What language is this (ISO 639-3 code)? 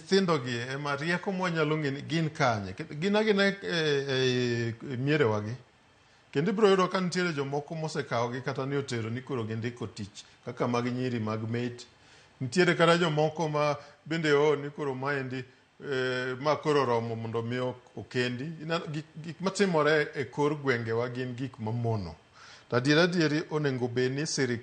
luo